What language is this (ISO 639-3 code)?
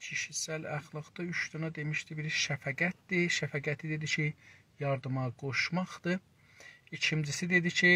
azb